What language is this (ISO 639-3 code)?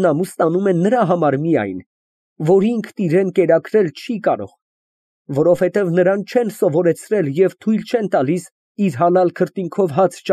hye